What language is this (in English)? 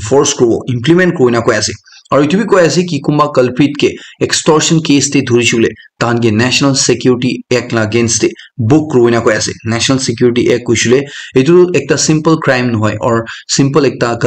Naga Pidgin